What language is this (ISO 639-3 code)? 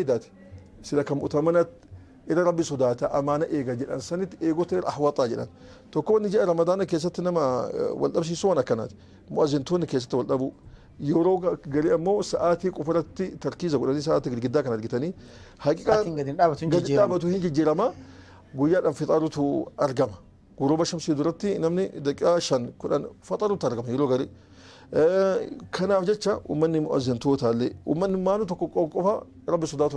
orm